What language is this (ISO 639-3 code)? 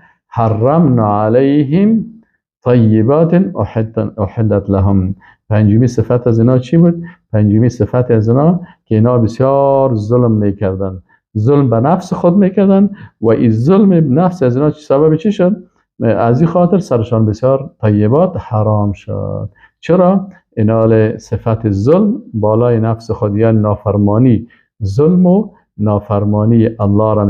fas